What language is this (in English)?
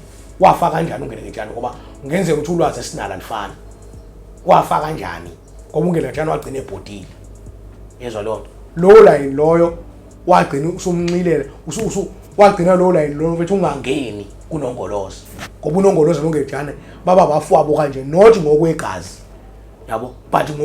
Zulu